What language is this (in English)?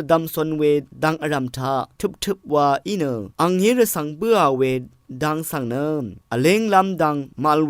Rawang